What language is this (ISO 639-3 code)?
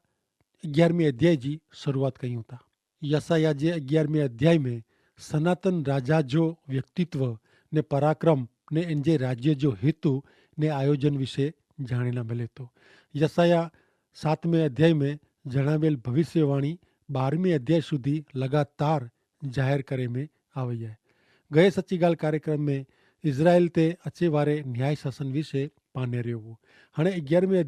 kfr